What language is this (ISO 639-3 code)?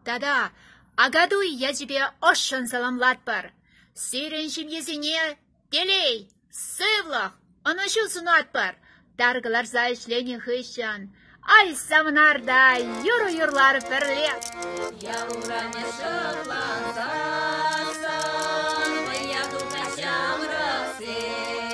chv